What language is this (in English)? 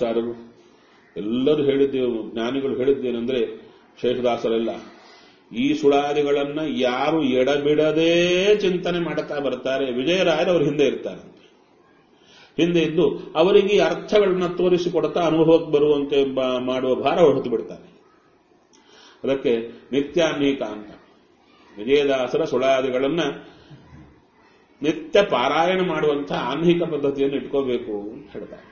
Kannada